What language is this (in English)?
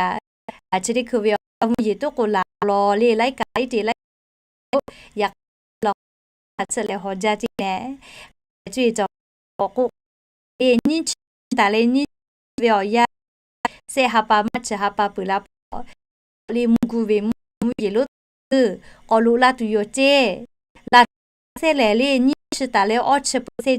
Lahu